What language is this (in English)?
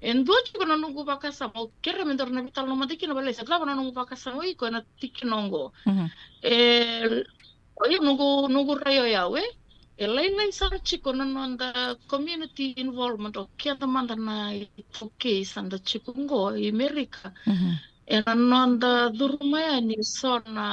Fijian